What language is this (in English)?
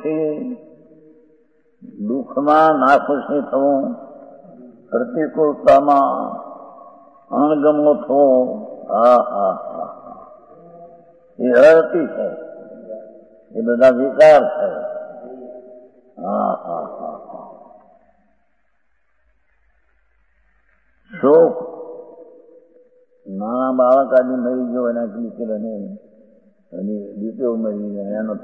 Gujarati